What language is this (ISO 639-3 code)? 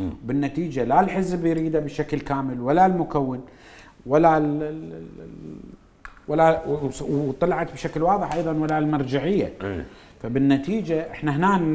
acm